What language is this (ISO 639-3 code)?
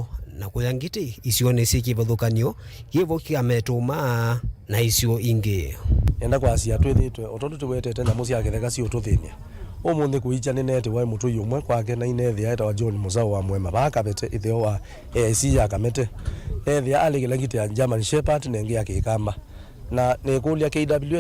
kam